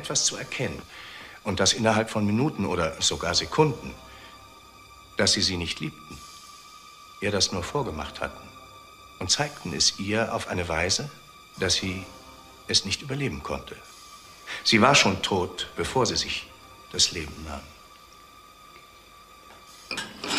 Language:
German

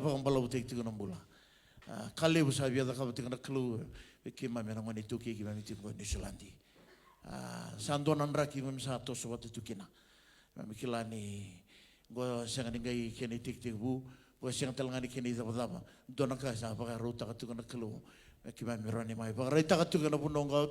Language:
Fijian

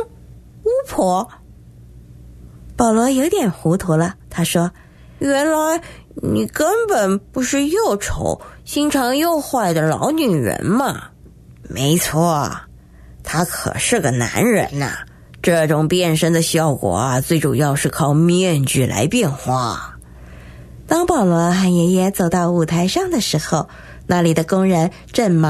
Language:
Chinese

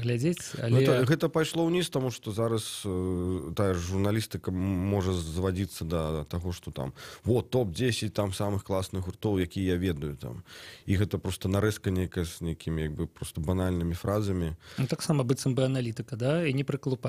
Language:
Belarusian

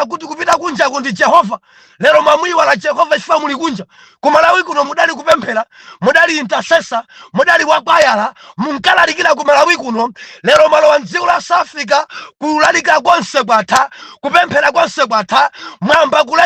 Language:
Nyanja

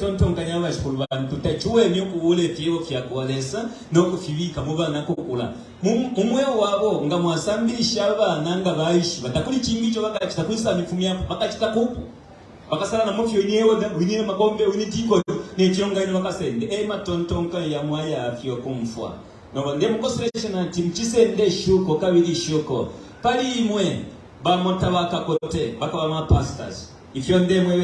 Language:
Bemba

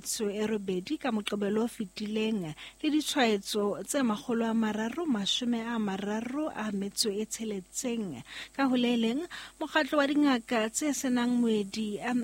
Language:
Southern Sotho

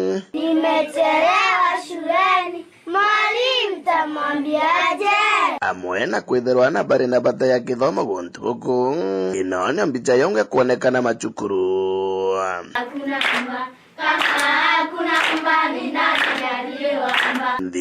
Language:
Meru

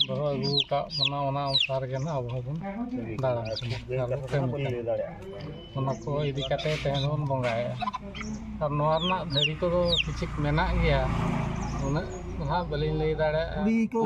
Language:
Santali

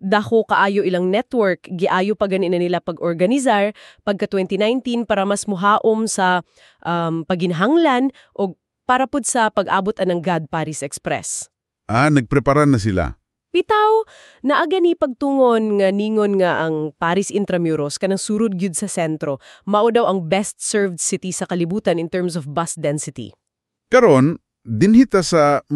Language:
Cebuano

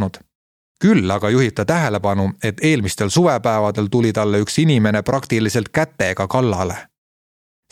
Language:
Estonian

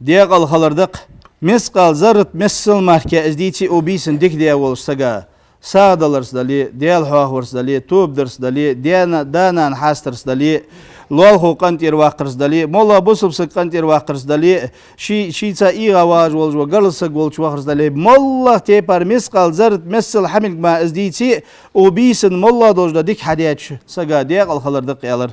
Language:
Ingush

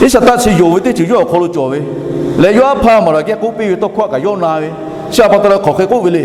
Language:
Lahu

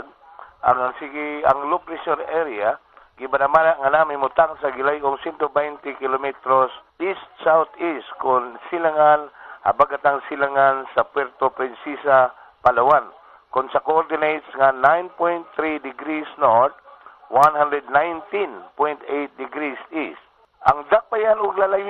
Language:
Cebuano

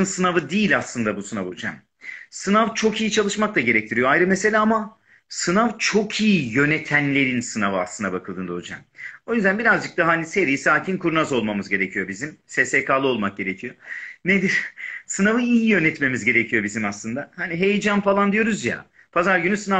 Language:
Turkish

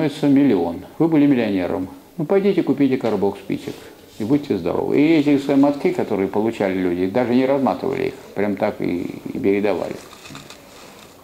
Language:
Russian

